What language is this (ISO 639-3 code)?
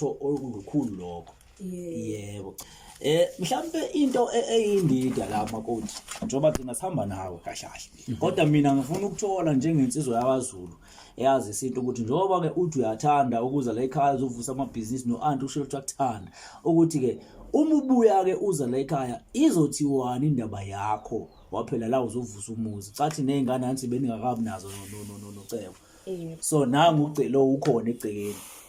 zul